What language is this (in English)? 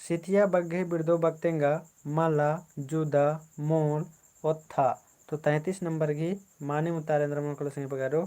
Kurukh